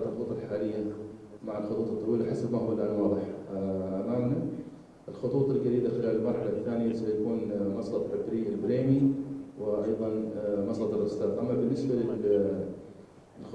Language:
Arabic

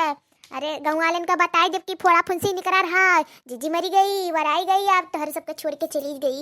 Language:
Awadhi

